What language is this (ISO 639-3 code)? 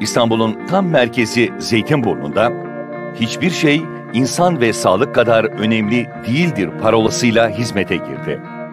tur